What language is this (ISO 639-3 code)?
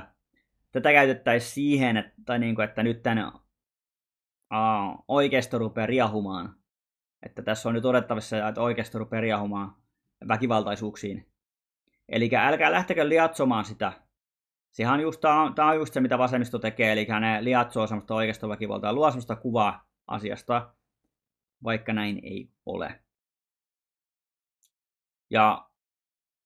fin